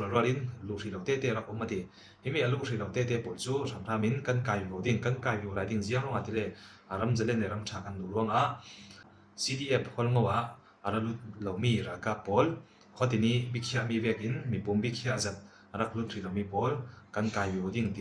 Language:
Falam Chin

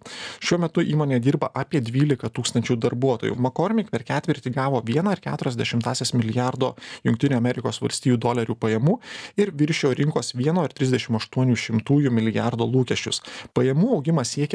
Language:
Lithuanian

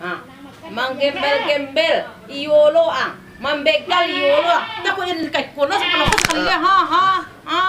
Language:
Minangkabau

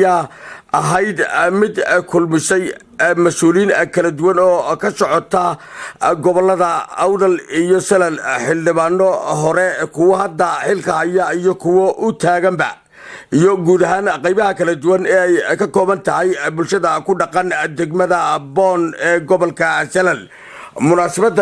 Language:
Somali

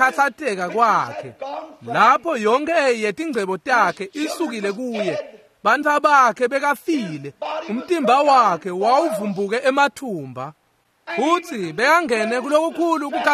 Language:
Swati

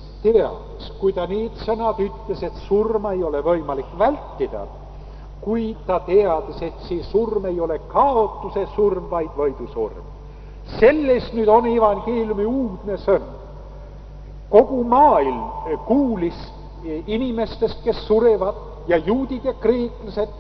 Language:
Estonian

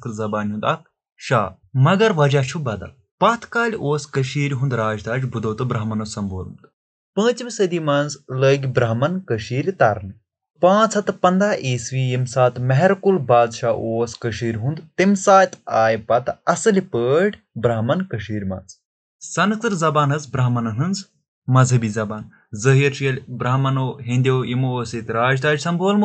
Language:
Kashmiri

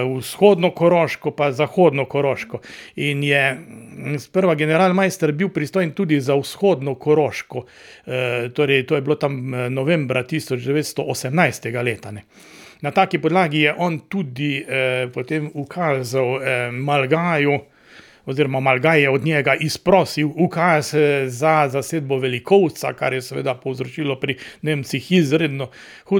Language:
Slovenian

